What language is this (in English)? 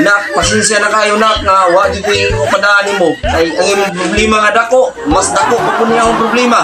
Cebuano